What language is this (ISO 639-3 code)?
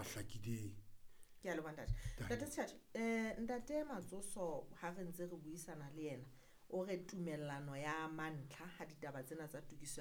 sot